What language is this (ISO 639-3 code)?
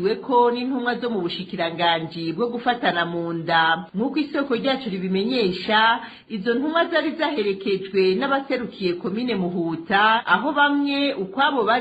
run